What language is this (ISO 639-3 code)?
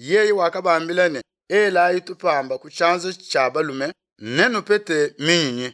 lua